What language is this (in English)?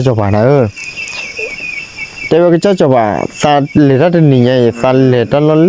S'gaw Karen